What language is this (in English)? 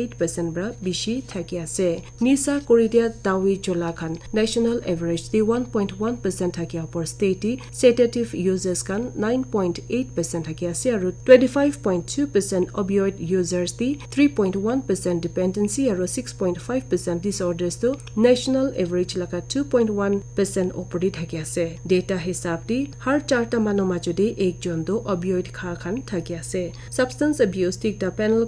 Naga Pidgin